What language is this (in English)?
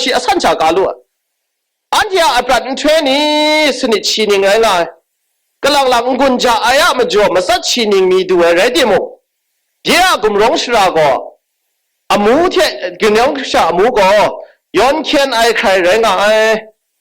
Kachin